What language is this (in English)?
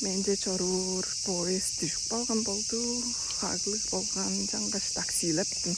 Tuvinian